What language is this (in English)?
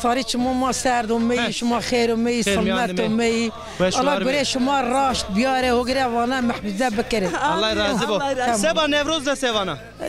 Zaza